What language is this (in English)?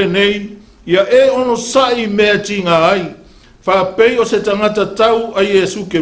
Samoan